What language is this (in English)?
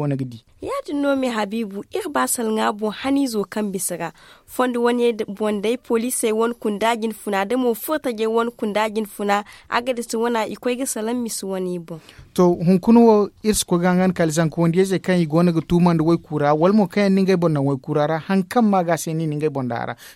Zarma